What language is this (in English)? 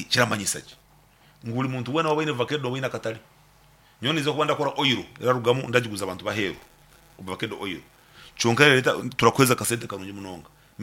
Nyankole